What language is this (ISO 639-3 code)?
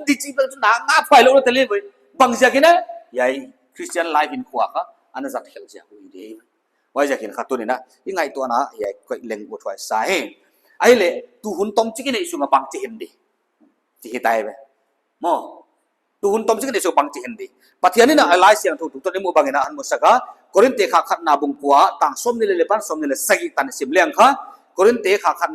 pck